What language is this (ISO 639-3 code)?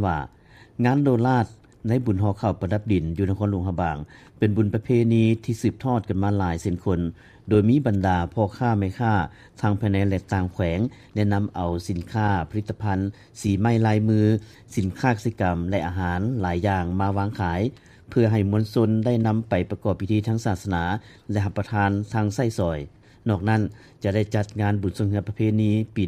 lao